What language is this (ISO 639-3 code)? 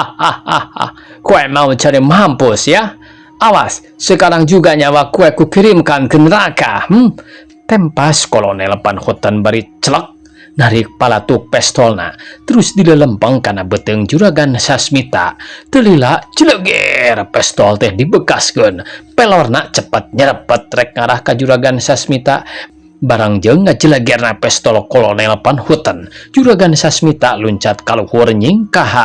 sun